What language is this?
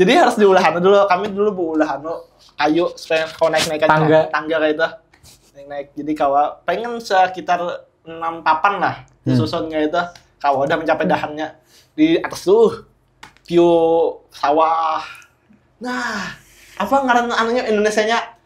Banjar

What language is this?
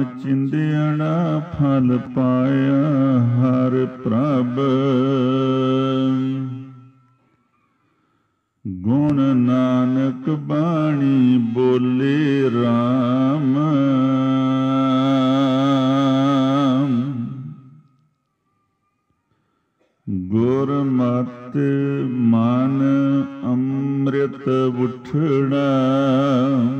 Punjabi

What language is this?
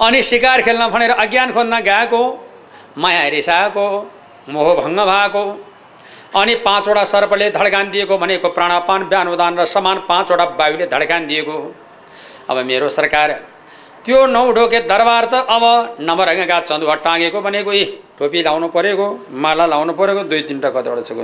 Nepali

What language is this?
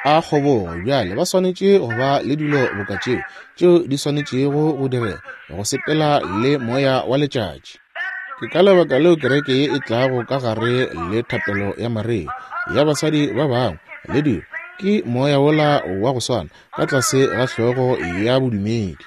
Northern Sotho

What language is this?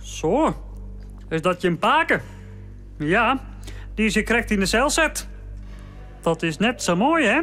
Western Frisian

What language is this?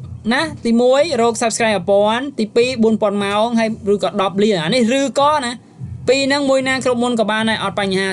Khmer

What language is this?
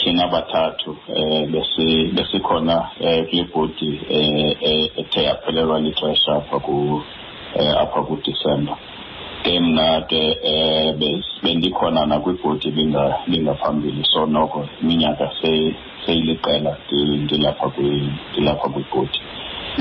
Xhosa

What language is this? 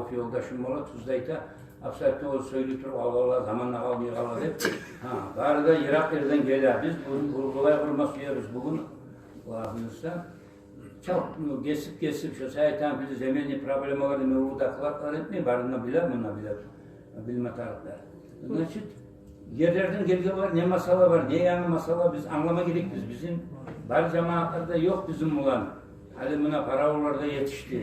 Kumyk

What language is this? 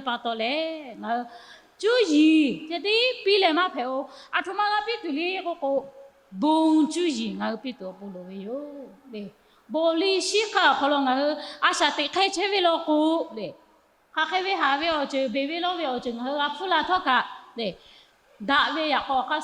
Lahu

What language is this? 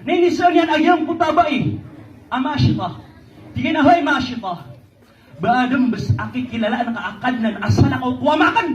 Maranao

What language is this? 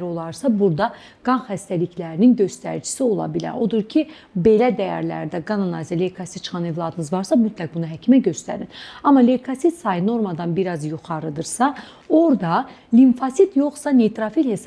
Azerbaijani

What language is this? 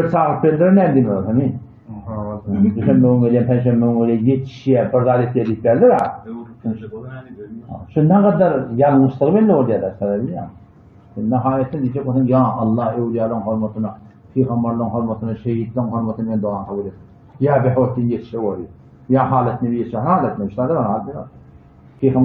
Turkmen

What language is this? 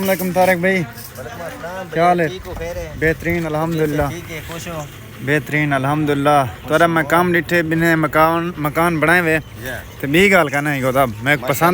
Saraiki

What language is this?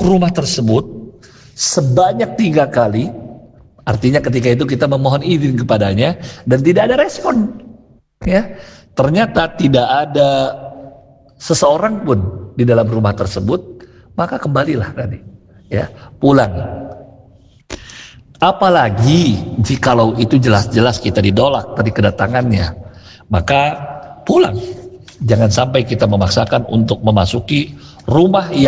Indonesian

